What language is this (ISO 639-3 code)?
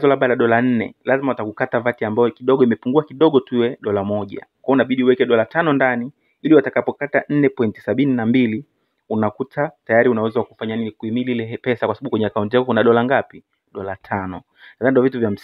swa